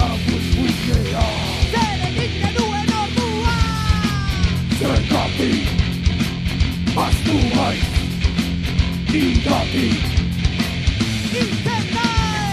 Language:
Basque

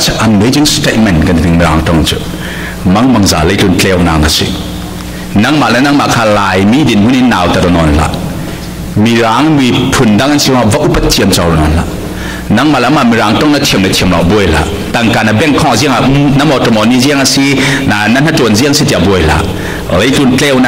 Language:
Falam Chin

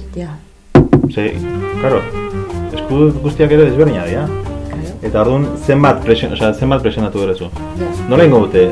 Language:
Basque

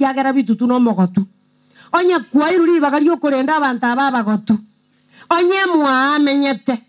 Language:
Gusii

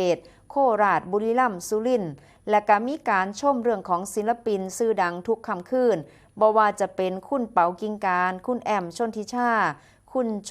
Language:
Northeastern Thai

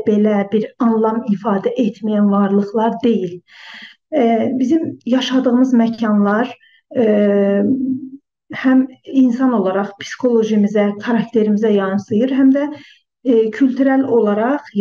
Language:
South Azerbaijani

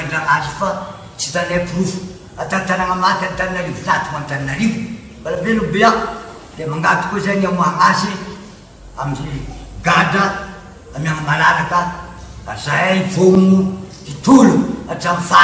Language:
Malagasy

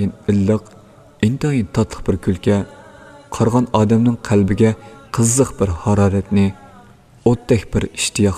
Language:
Uyghur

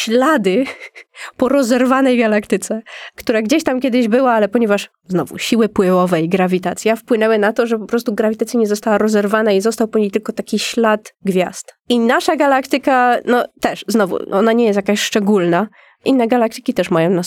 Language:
Polish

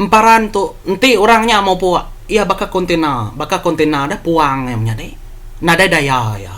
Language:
Iban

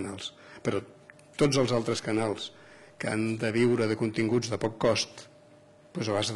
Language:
Catalan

